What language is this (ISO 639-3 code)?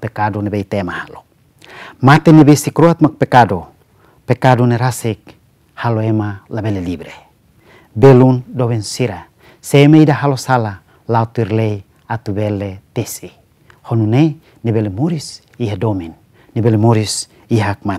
tet